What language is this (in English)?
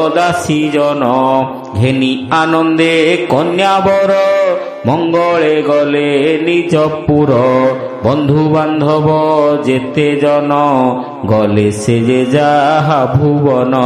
Odia